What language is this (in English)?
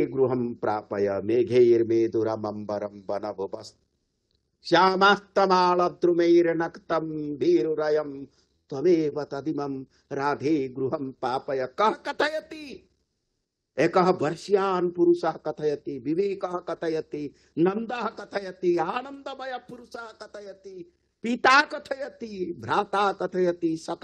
Sanskrit